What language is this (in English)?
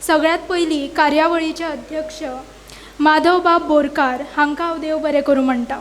Konkani